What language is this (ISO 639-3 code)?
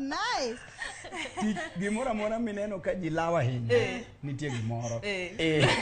luo